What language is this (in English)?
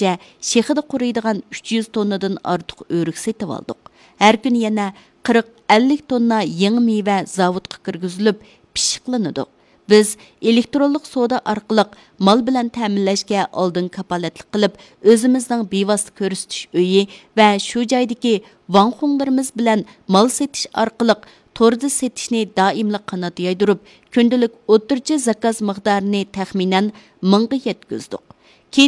Uyghur